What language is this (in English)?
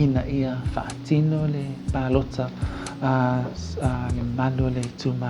Samoan